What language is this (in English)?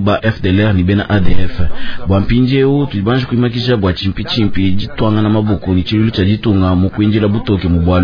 Luba-Lulua